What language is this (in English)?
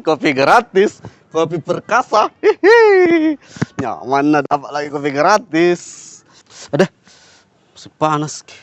Makassar Malay